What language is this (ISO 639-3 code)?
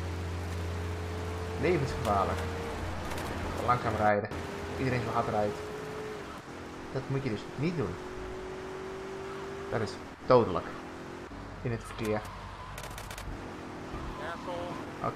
nld